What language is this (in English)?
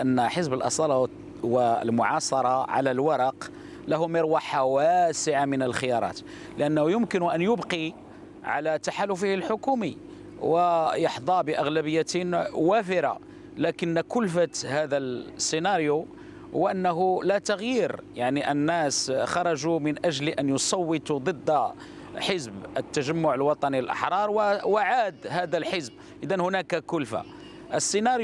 Arabic